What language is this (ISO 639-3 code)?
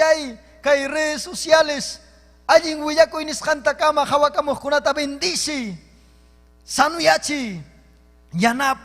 quy